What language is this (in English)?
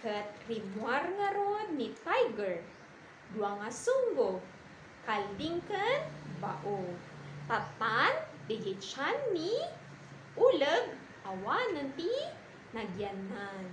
Iloko